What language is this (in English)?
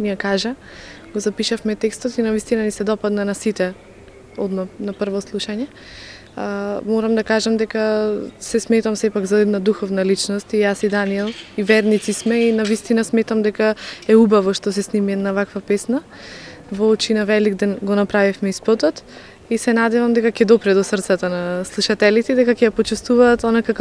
Macedonian